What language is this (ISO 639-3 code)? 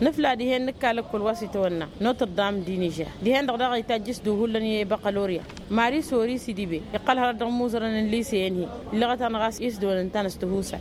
taq